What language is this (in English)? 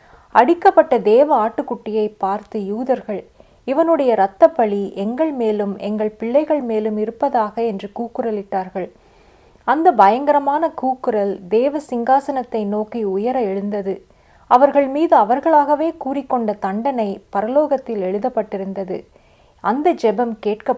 Tamil